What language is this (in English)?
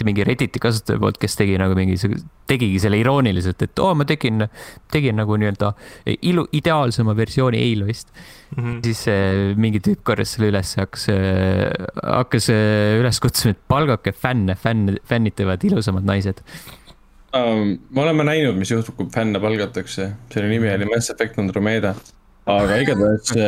Estonian